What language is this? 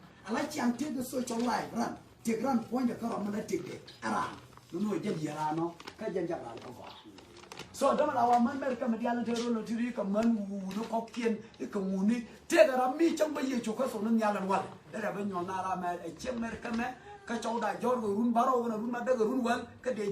Nuer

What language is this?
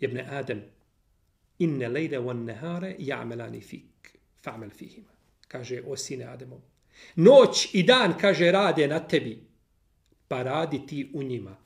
Bosnian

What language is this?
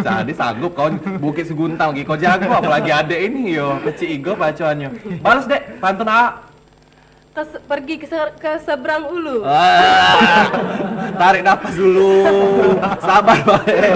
Musi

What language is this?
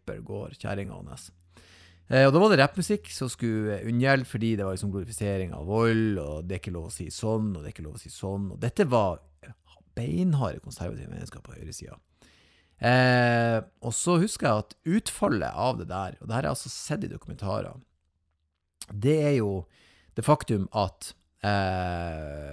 Norwegian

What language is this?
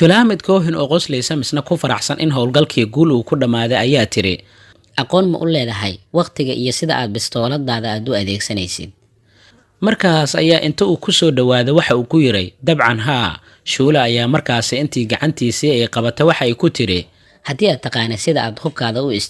Somali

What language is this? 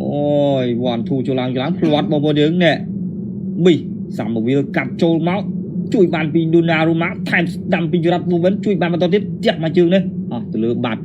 Khmer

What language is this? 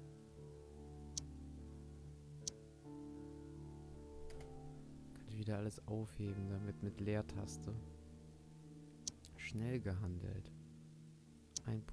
German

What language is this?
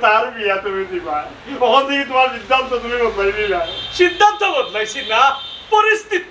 Sylheti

